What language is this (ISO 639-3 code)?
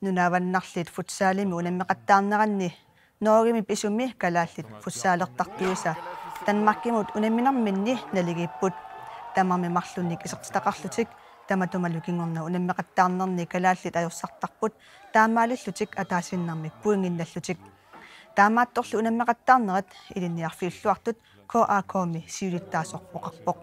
kal